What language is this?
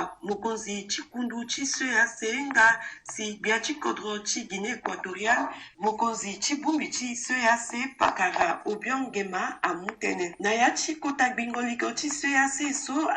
Sango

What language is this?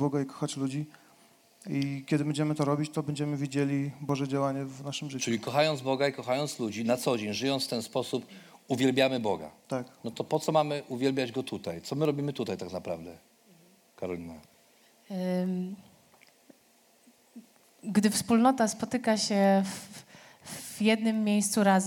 Polish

